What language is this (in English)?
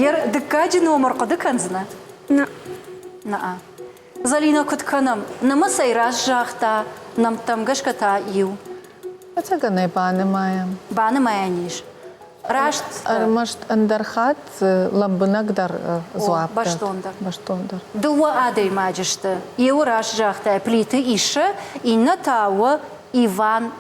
Ossetic